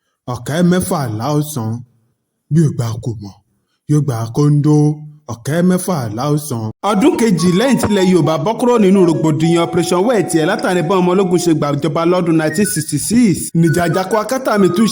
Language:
Yoruba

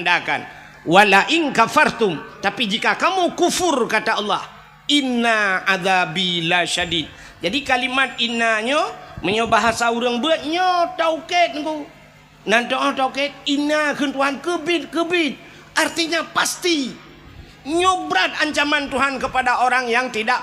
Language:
Achinese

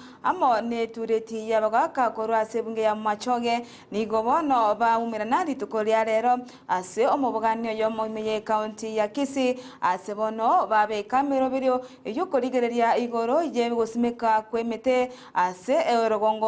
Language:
Gusii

